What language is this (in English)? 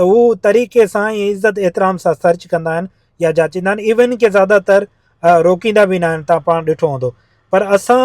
Sindhi